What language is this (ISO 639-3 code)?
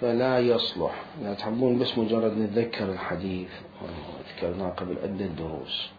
acm